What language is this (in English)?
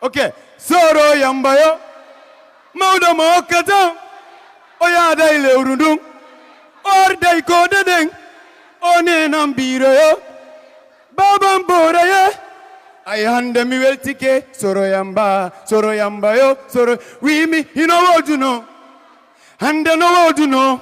Fula